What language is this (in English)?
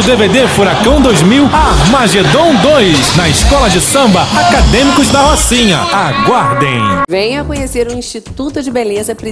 Portuguese